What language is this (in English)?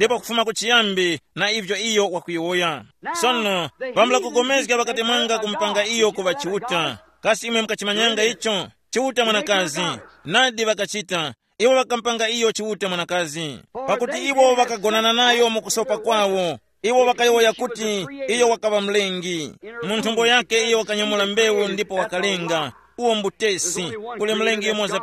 Tumbuka